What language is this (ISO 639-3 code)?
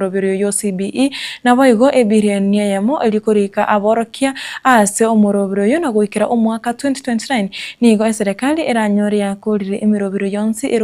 guz